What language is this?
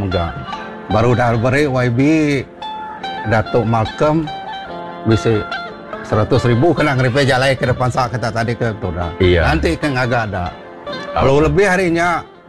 Iban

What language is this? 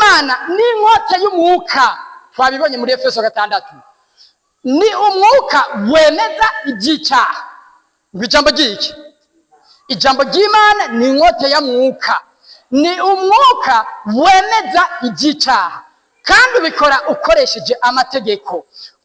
Rundi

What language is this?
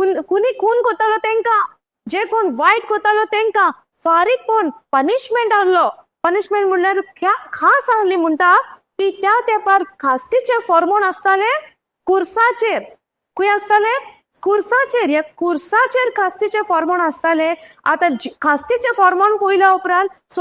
Konkani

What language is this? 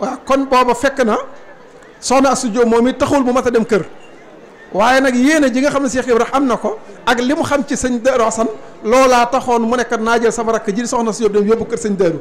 Wolof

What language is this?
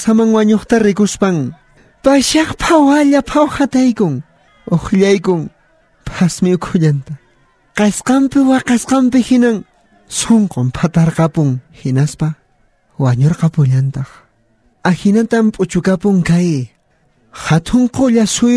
South Bolivian Quechua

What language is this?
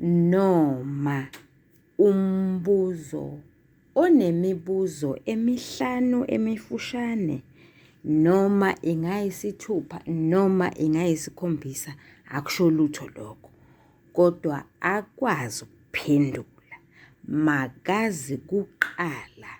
Zulu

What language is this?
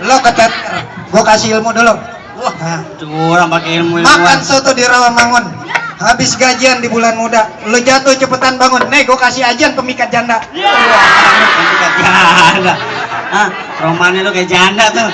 Betawi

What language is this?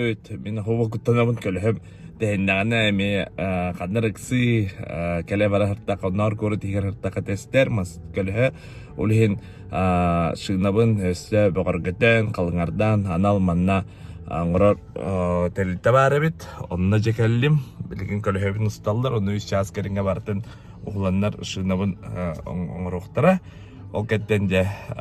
Yakut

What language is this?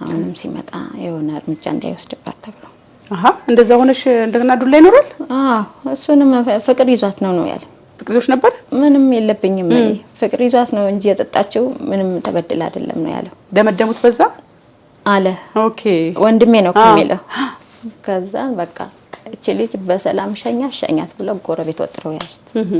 Amharic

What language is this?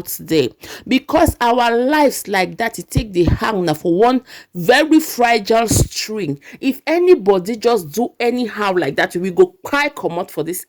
Nigerian Pidgin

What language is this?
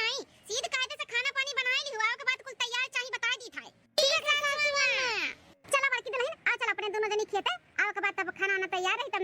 Awadhi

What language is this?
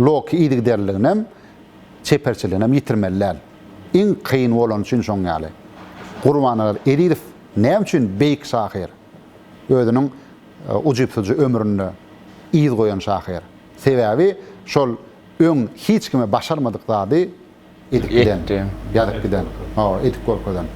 Turkmen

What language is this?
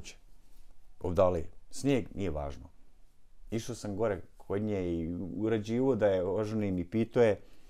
Bosnian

